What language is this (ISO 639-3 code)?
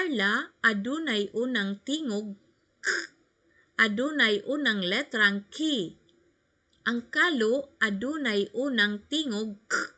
ceb